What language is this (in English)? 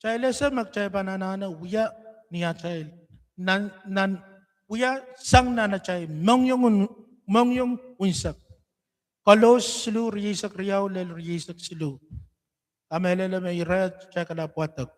Pohnpeian